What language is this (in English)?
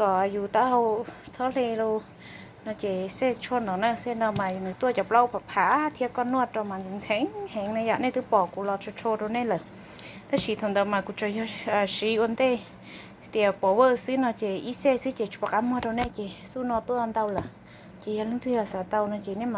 Hmong